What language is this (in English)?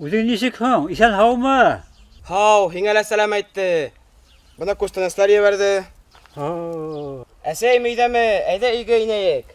Bashkir